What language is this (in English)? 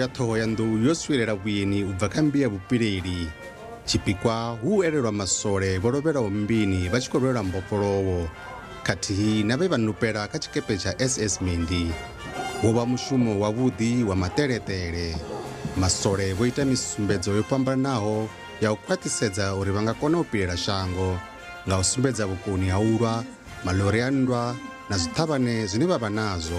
Venda